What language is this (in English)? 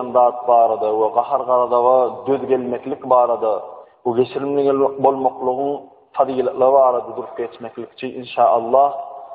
Turkmen